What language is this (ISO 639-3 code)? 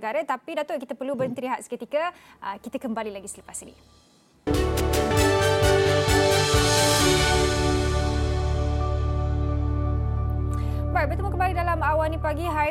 msa